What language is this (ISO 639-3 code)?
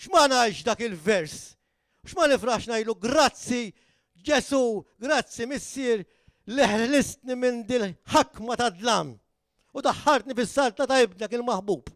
mlt